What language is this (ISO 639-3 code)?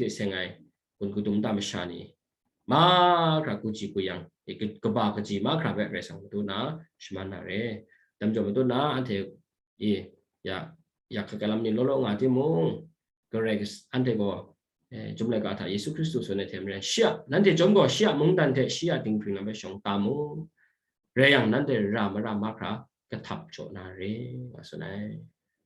kac